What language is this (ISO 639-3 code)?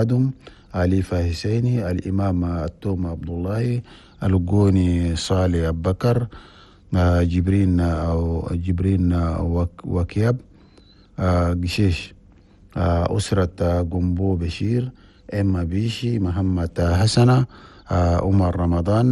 shu